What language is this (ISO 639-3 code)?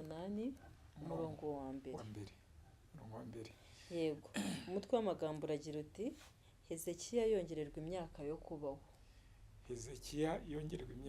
kin